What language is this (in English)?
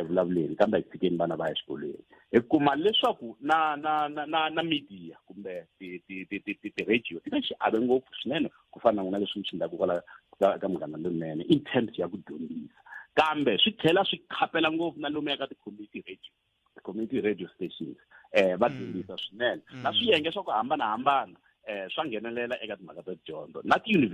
Tsonga